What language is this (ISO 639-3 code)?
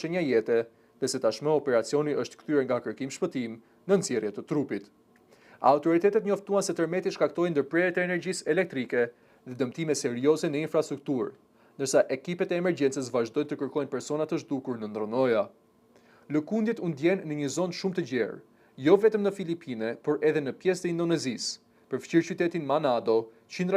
sqi